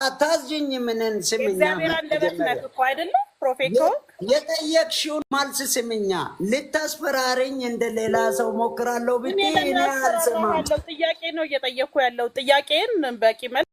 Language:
Amharic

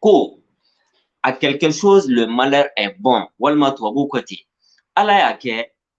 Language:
Bambara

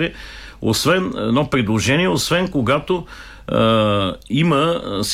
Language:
Bulgarian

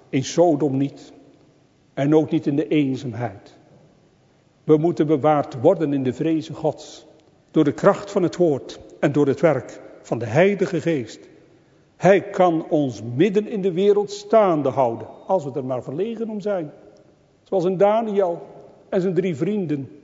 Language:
Dutch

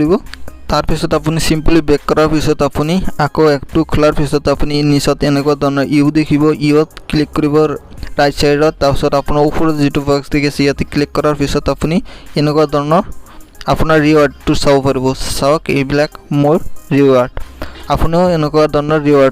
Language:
Assamese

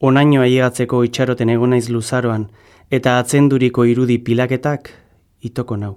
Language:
Basque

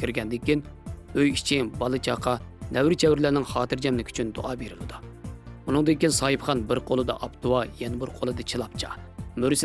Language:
Uyghur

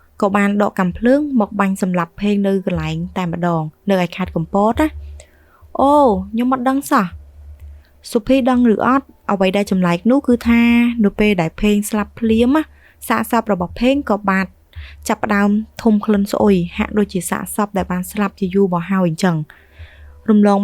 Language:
Khmer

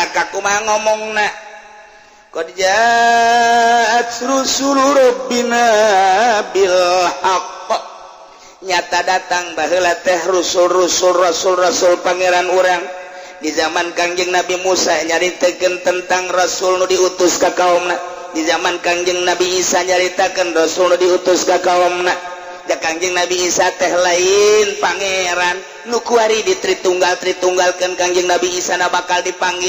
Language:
Sundanese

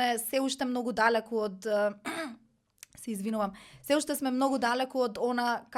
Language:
Macedonian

